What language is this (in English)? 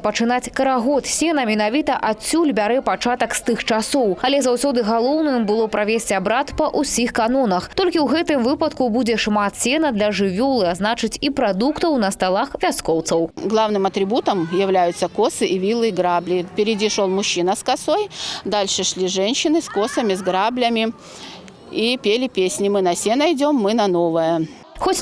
Belarusian